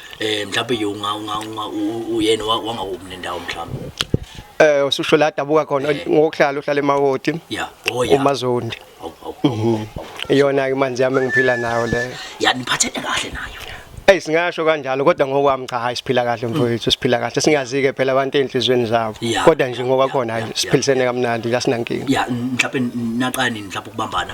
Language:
Zulu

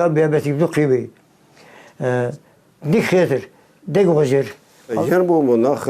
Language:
Ingush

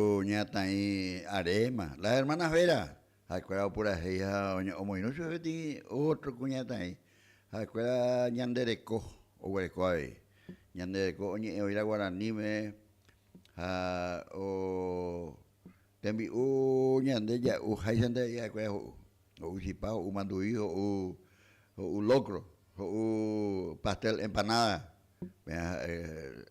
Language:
Guarani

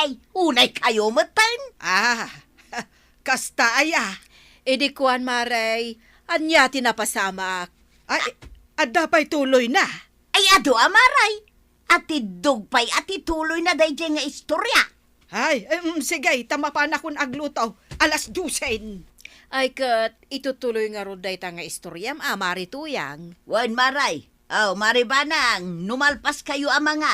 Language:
Iloko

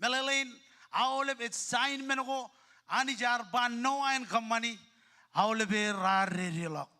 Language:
Marshallese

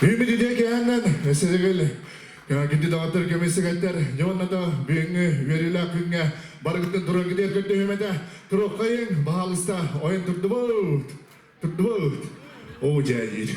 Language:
Yakut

